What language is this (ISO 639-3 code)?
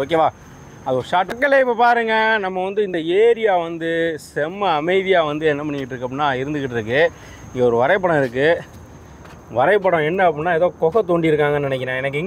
tam